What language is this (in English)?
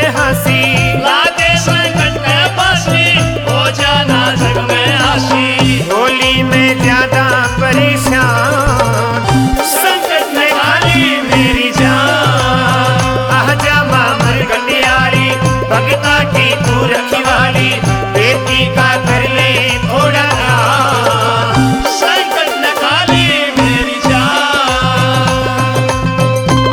Haryanvi